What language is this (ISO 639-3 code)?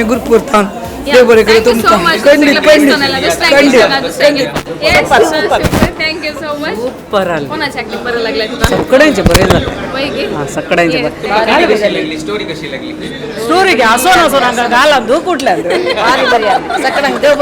kok